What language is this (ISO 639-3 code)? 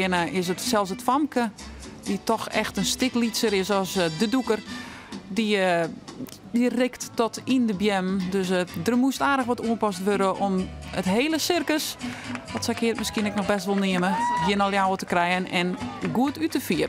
fry